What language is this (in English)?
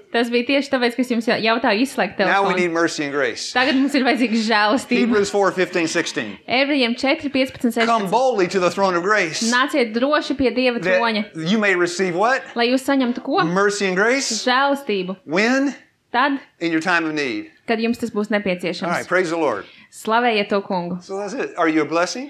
Latvian